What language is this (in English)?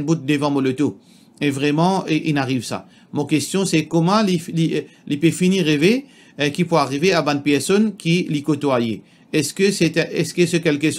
Morisyen